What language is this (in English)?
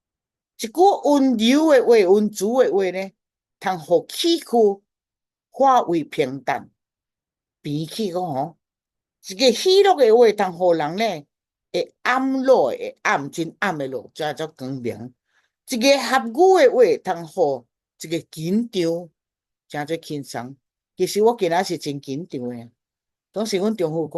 Min Nan Chinese